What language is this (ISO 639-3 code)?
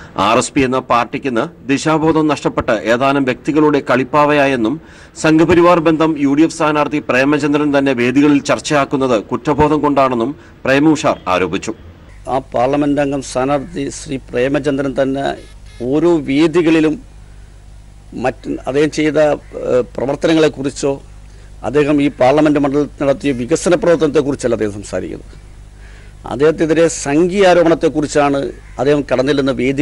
mal